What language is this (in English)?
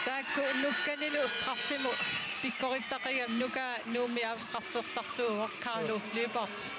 Kalaallisut